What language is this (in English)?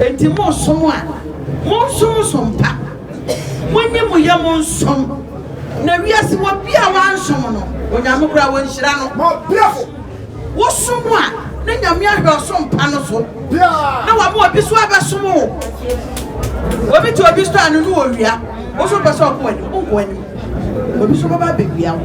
Akan